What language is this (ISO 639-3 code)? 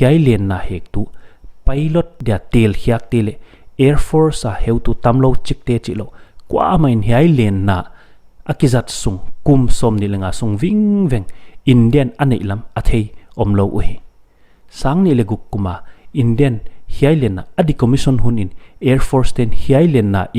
pck